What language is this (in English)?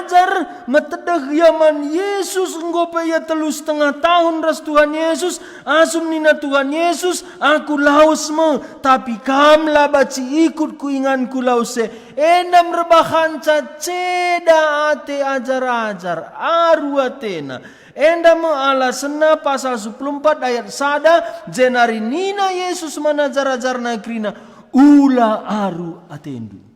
Batak Karo